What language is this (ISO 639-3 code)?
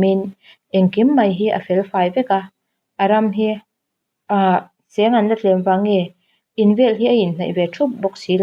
lus